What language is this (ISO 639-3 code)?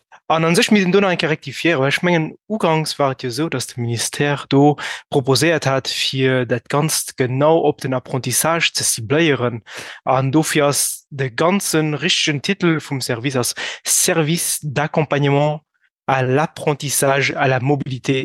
ltz